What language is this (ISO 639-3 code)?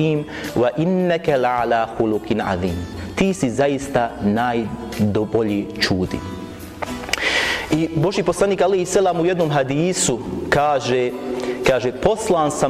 bos